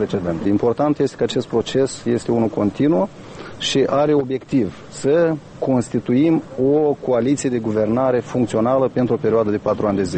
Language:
Romanian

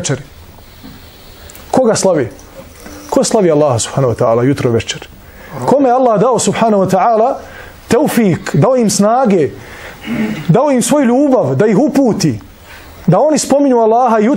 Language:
Bosnian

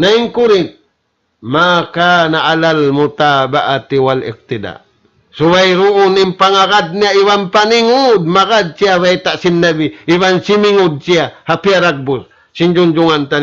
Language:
Tausug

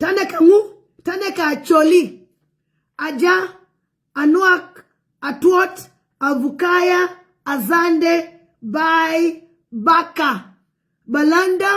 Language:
Nuer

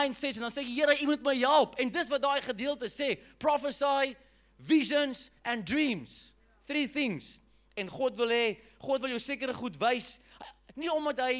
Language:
Afrikaans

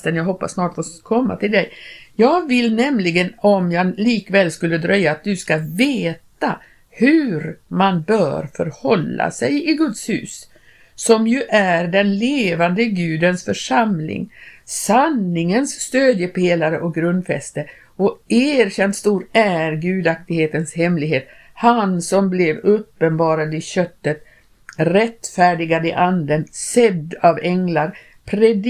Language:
Swedish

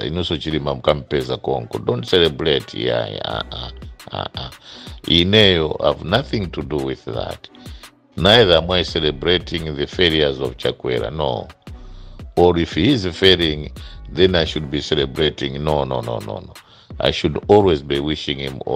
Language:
Nyanja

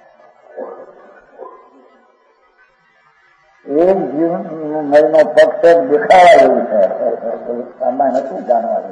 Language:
Gujarati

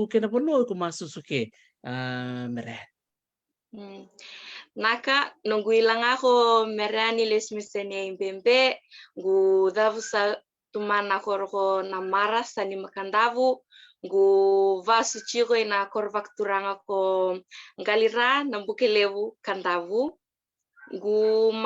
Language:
Fijian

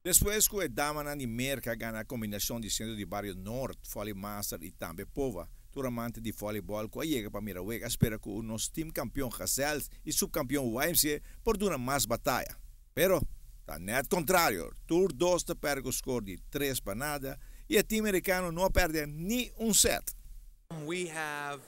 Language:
Papiamento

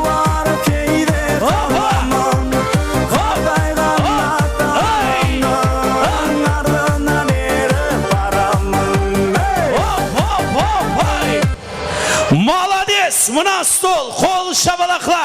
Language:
Kara-Kalpak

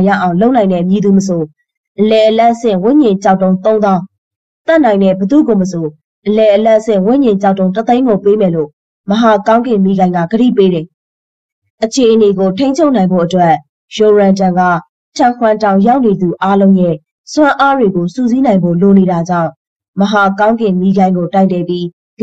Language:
Burmese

